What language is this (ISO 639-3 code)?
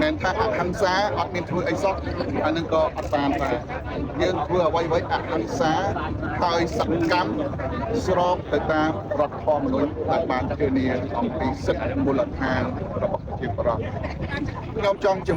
khm